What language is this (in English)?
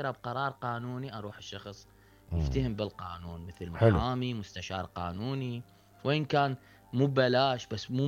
Mesopotamian Arabic